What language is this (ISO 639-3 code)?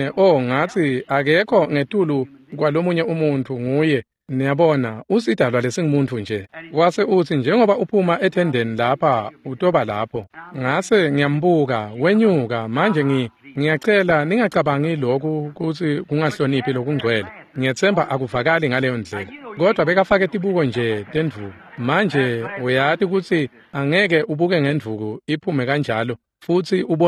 ssw